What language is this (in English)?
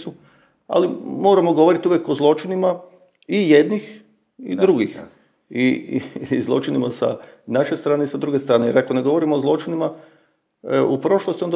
Croatian